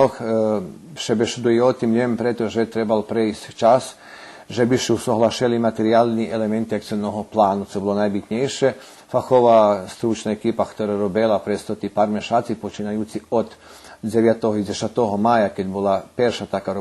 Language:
Rusyn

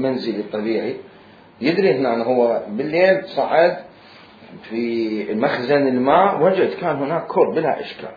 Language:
Mesopotamian Arabic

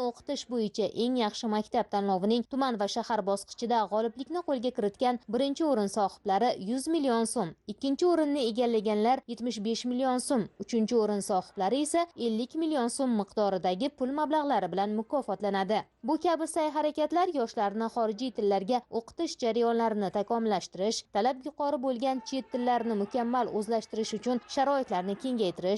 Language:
Uzbek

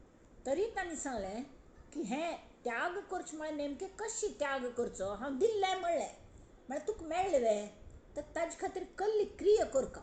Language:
Konkani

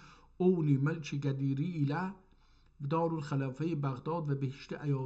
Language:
South Azerbaijani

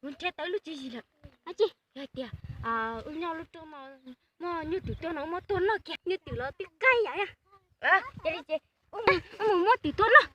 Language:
Hmong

